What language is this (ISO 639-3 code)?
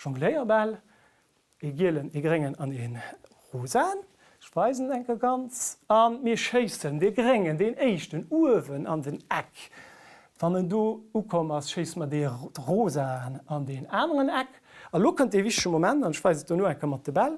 ltz